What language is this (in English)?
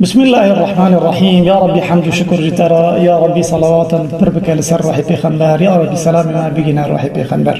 Kurdish